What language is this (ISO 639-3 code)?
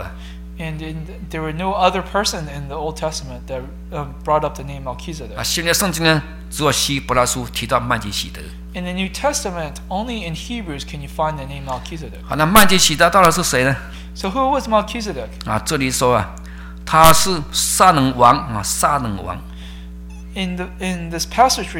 zho